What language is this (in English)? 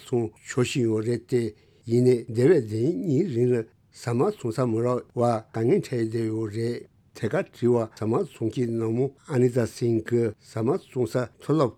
Tibetan